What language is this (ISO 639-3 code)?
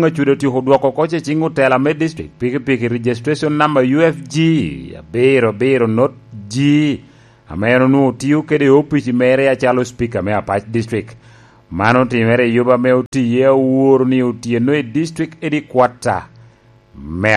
laj